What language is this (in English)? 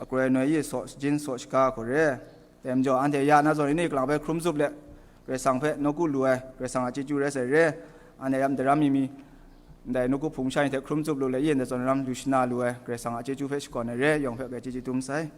Kachin